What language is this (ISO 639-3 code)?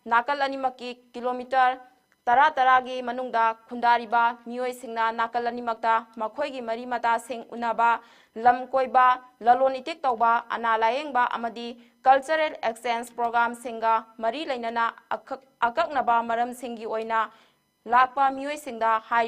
mni